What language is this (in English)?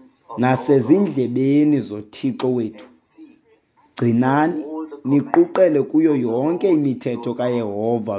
Xhosa